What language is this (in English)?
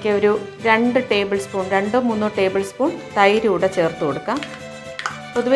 Malayalam